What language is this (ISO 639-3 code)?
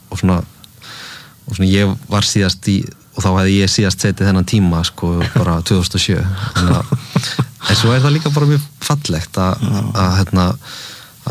isl